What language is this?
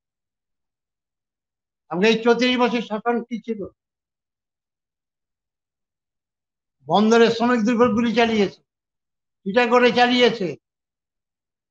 Bangla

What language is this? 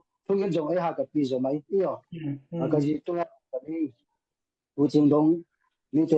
Tedim Chin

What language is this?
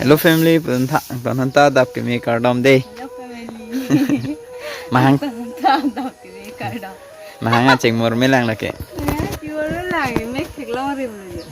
Karbi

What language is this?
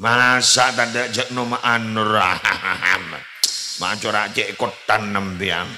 Madurese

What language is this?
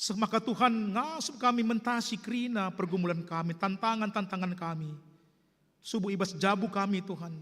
Batak Karo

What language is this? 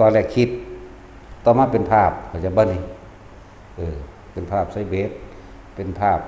Northeastern Thai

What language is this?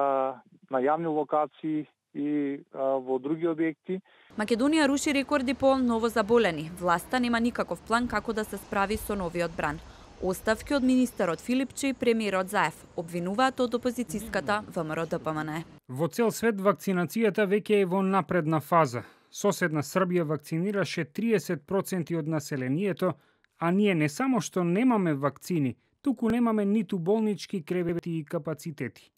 Macedonian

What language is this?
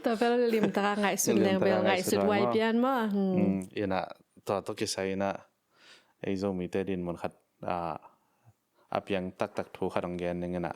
Tedim Chin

